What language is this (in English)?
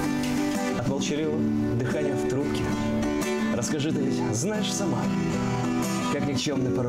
Russian